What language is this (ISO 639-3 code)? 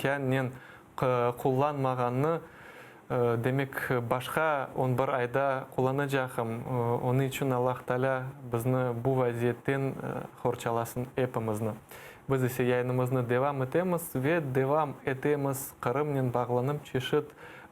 crh